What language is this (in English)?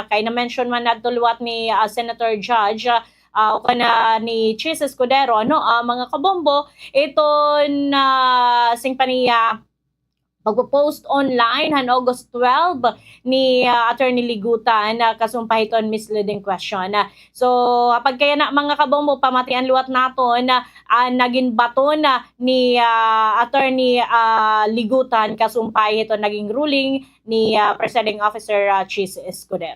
Waray